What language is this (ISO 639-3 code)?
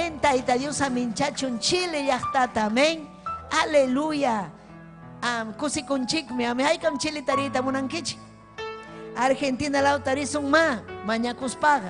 quy